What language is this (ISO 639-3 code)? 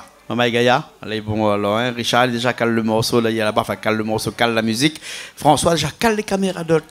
rcf